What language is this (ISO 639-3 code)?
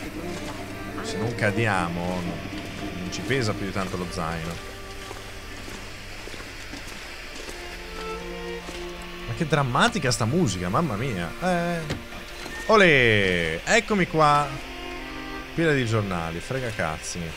ita